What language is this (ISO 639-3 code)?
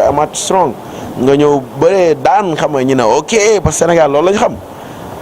wol